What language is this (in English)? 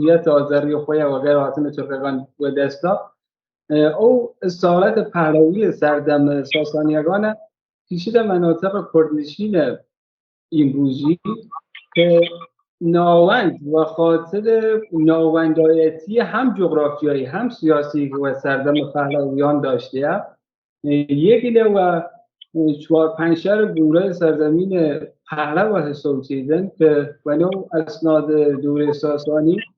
Kurdish